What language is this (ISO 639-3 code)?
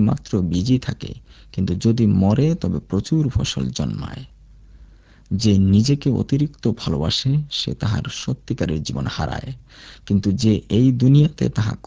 ben